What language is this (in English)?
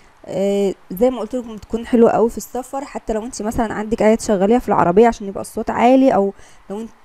Egyptian Arabic